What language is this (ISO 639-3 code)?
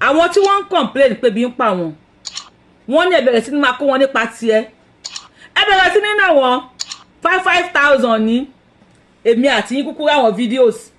yor